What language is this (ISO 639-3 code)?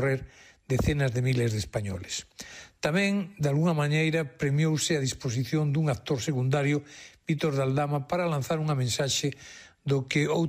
glg